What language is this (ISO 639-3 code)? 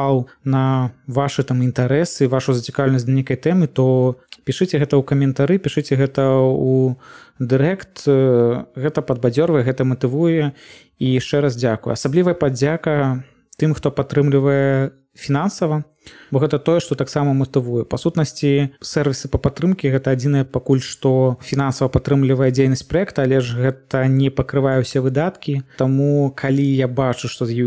bel